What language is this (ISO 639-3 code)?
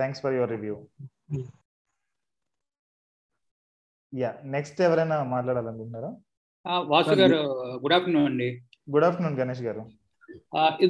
tel